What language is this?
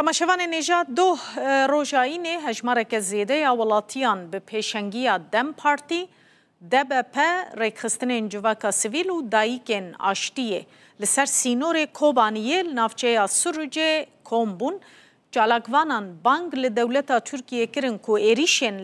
Kurdish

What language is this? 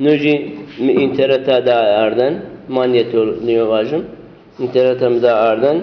Zaza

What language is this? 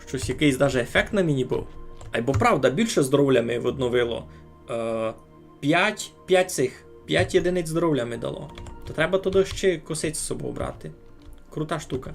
Rusyn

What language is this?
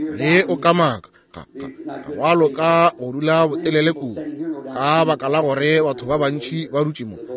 Northern Sotho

